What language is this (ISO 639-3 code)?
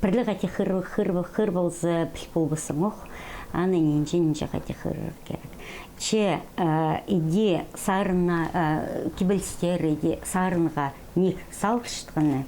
kjh